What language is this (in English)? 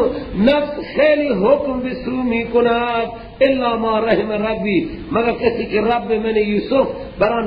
Persian